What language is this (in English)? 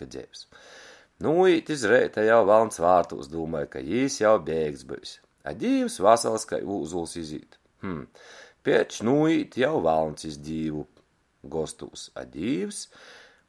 Latgalian